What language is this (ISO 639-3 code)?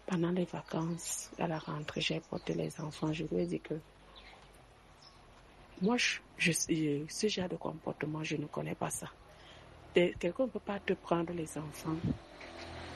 fra